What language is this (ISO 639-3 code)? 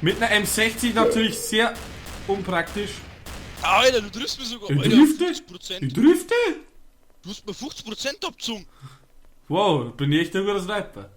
bar